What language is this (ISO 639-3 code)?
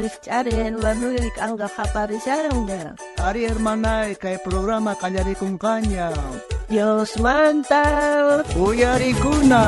quh